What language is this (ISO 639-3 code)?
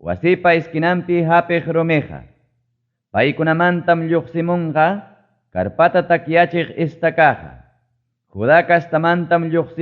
quy